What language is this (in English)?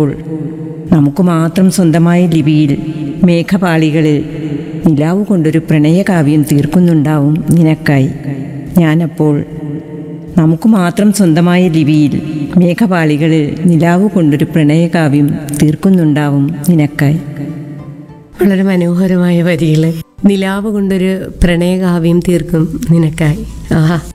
Malayalam